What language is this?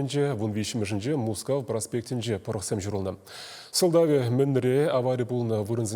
Chuvash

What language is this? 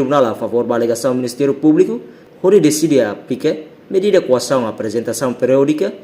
Tetum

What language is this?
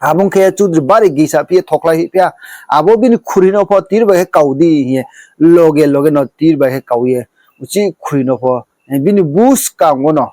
Riang (India)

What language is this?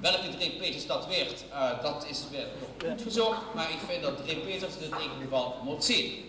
Limburgish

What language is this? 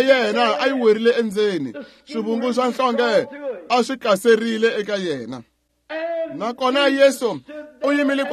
Tsonga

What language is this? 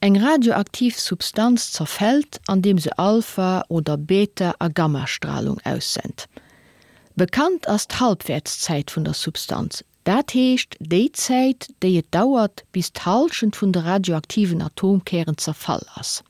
Luxembourgish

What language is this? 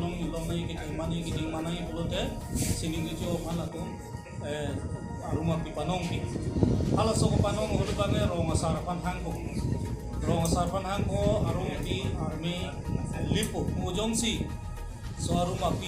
Karbi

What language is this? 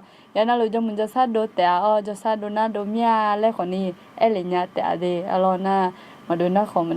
Akha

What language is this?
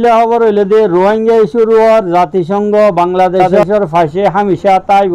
Rohingya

